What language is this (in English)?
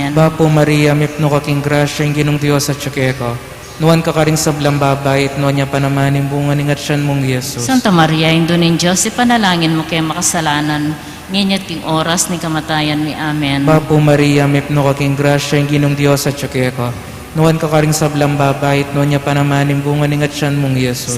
Pampanga